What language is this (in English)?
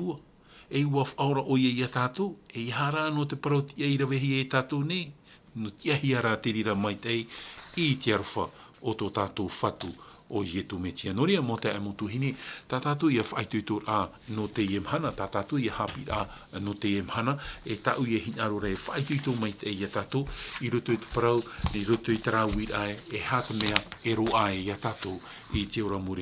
Tahitian